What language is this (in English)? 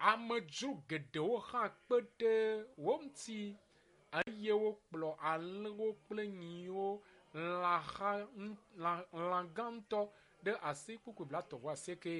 Ewe